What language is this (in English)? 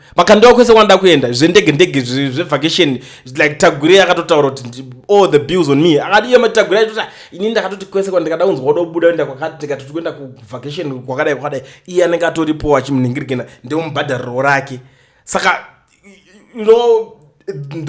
Shona